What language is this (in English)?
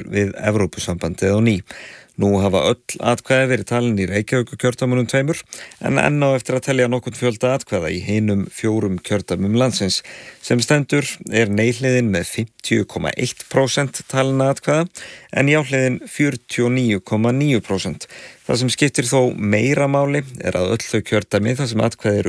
Icelandic